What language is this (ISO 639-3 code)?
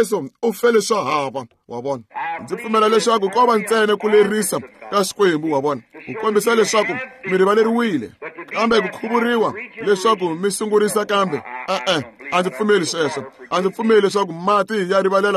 tso